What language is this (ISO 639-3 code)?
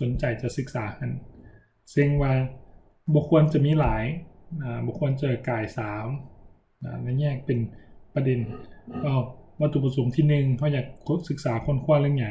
lao